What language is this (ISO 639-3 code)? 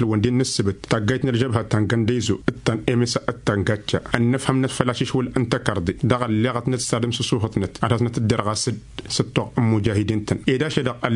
taq